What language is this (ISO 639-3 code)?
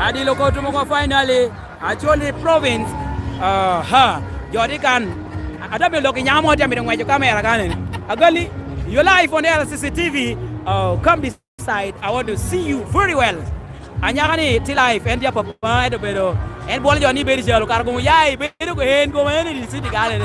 laj